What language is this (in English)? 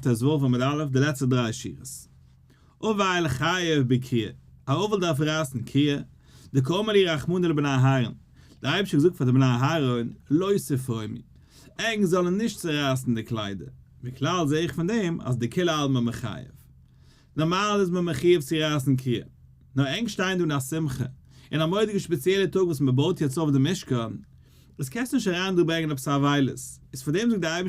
Yiddish